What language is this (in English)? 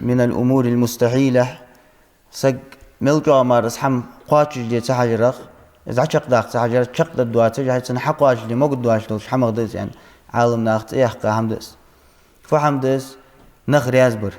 Ingush